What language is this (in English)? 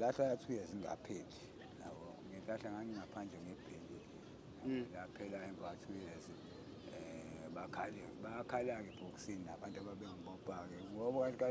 Zulu